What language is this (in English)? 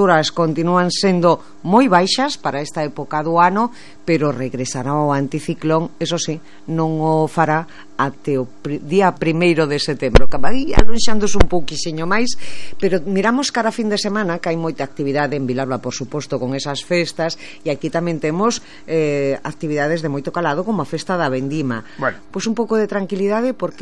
Galician